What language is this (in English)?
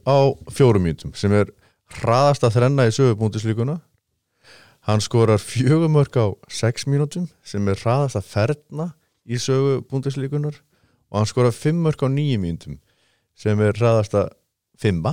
Icelandic